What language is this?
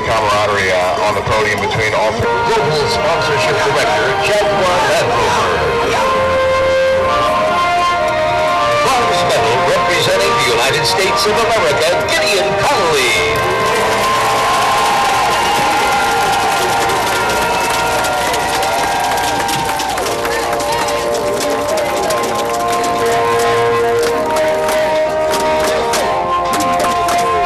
English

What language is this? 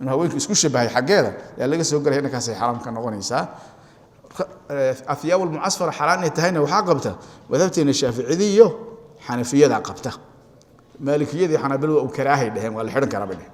Somali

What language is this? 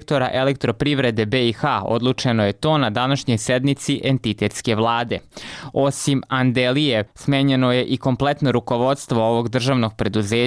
Serbian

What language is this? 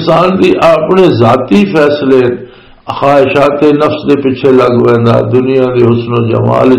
Western Panjabi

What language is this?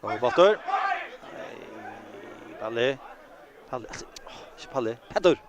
Faroese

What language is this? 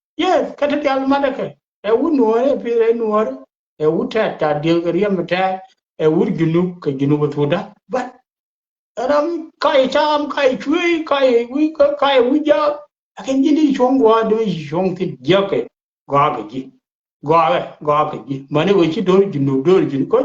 Nuer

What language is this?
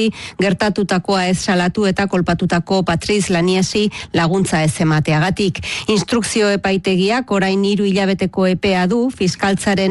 Basque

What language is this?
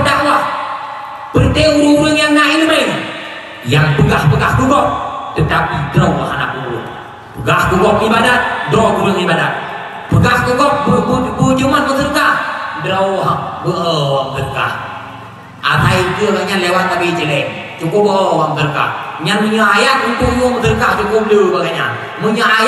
Achinese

